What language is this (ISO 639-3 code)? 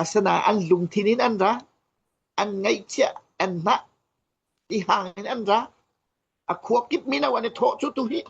cnh